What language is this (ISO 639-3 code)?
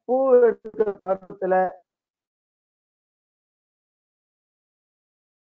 tam